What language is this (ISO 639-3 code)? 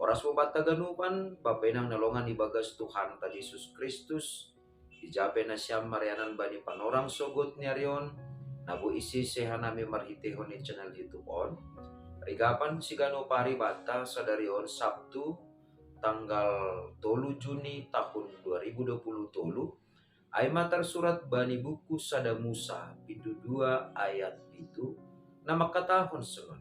bts